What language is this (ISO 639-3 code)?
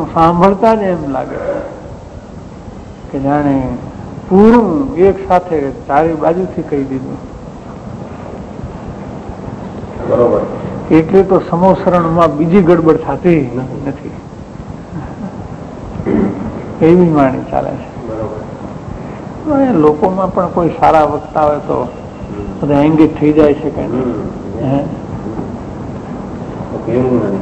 guj